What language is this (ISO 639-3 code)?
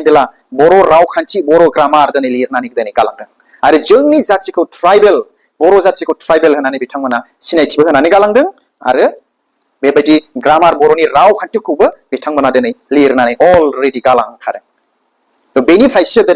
brx